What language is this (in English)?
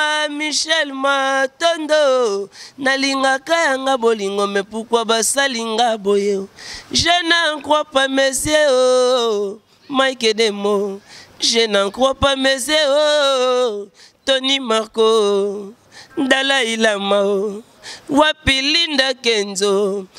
Lingala